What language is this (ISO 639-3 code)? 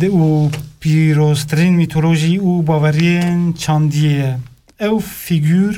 kur